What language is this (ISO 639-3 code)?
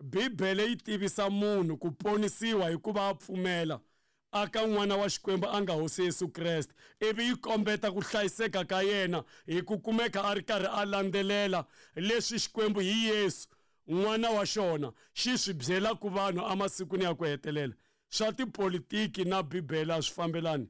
tso